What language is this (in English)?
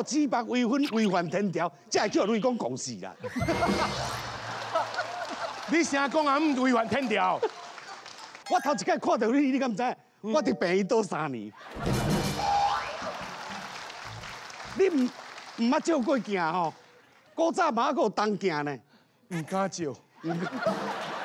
Min Nan Chinese